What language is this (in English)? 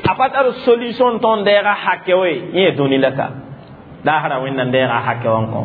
Mossi